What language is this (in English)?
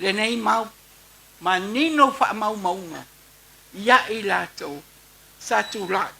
Samoan